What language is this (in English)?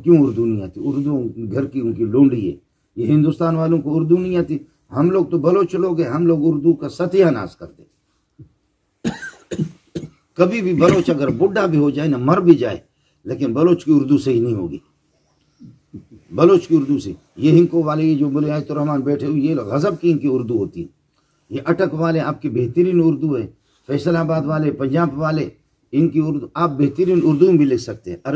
Urdu